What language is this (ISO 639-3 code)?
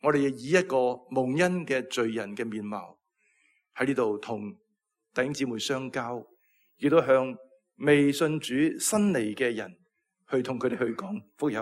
yue